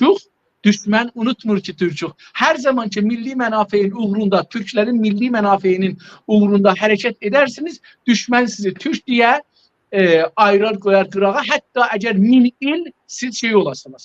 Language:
South Azerbaijani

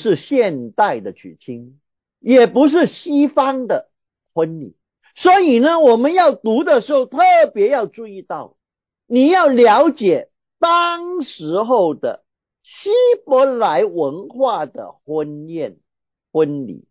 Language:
Chinese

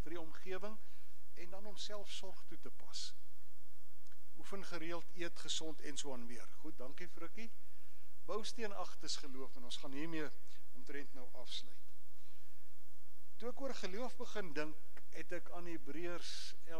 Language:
Afrikaans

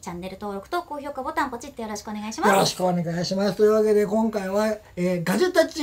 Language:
Japanese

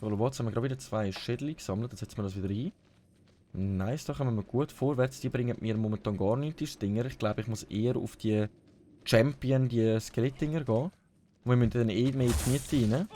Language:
Swiss German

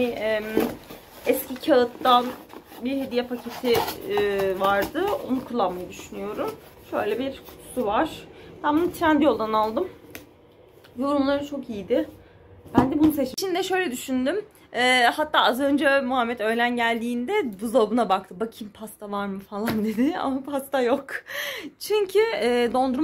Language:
Turkish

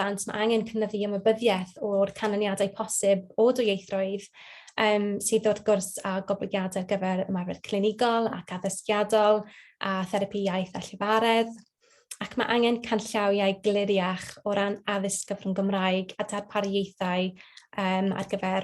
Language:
Welsh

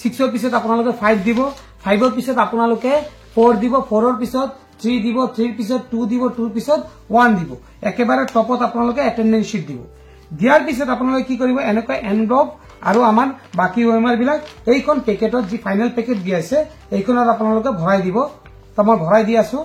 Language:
Assamese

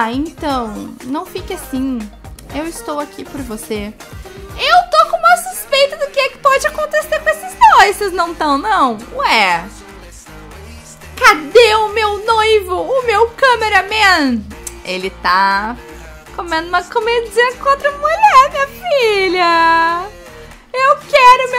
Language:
Portuguese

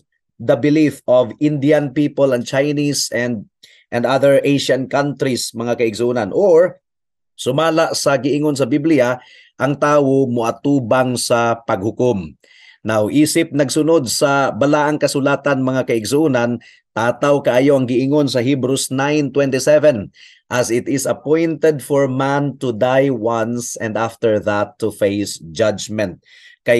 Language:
Cebuano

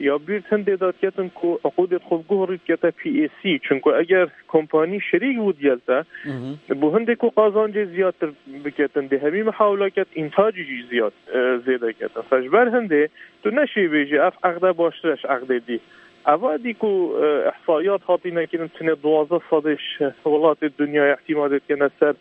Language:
Kurdish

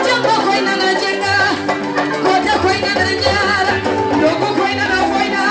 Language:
Fula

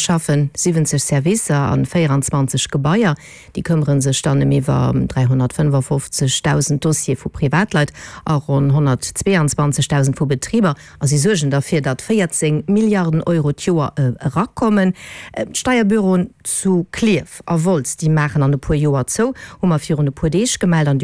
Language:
Luxembourgish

